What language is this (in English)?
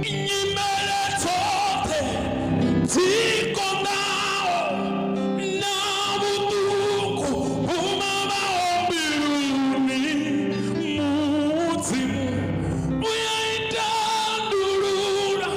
Venda